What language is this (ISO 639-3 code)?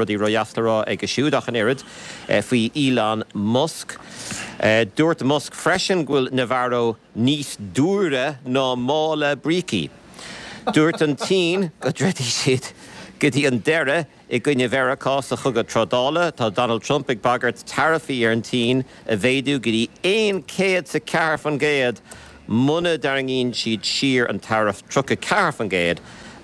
gle